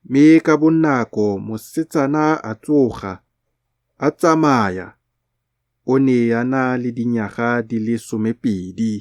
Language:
Tswana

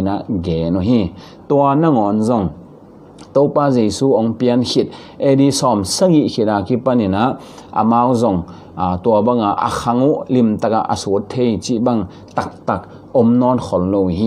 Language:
Tedim Chin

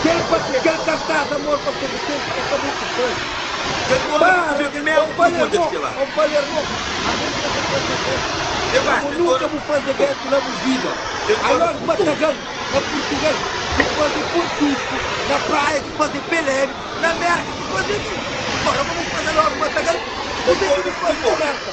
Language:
Kabuverdianu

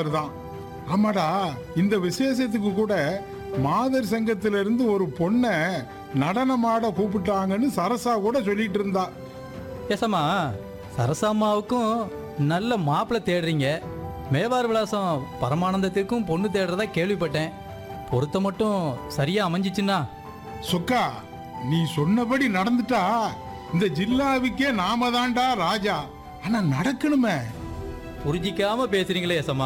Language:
Tamil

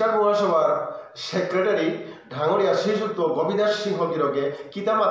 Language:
Bishnupriya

